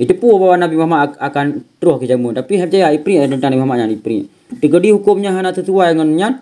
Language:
Achinese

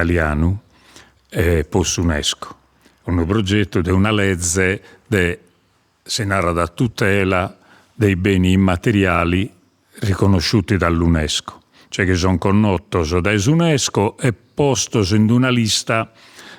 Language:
Sardinian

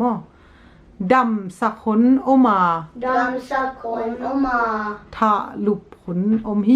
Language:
Tedim Chin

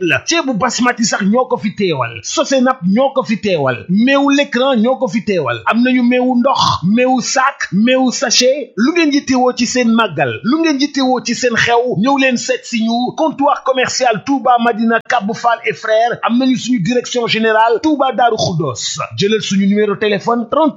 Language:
Wolof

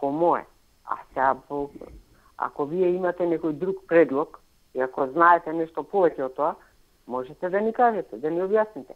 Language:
Macedonian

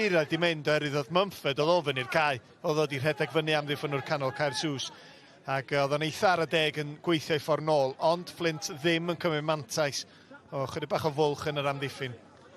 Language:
Welsh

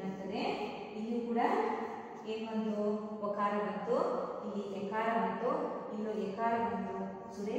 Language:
Kannada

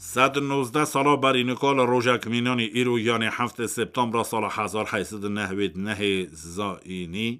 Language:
Kurdish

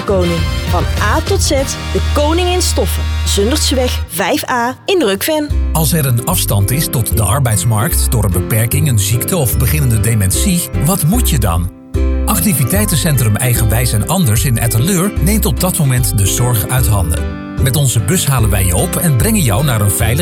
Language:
Dutch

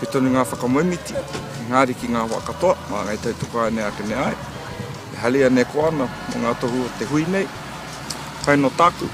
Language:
Māori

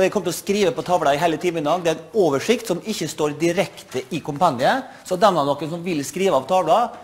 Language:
Norwegian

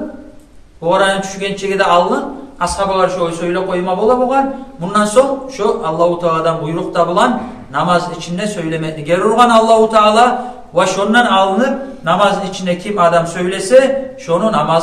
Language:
Kumyk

